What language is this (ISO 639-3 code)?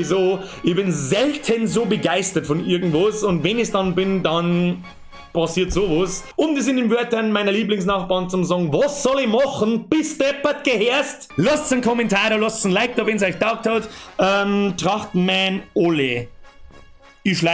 bar